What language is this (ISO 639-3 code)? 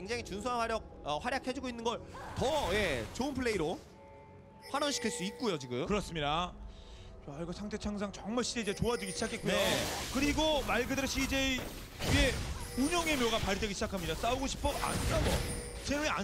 kor